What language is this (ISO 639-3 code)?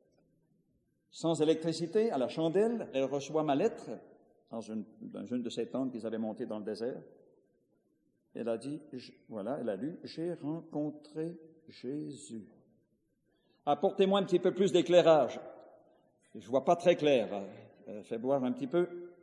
fra